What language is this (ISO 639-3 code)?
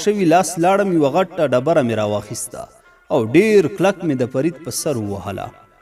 pus